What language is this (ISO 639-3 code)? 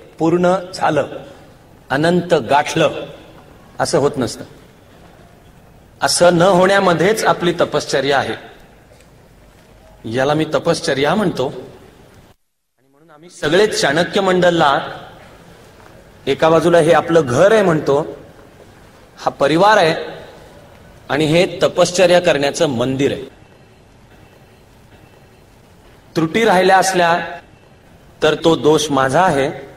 mar